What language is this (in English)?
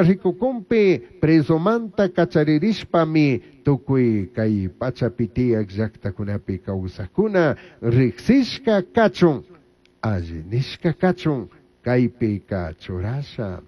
Chimborazo Highland Quichua